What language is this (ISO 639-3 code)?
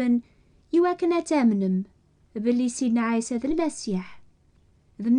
kab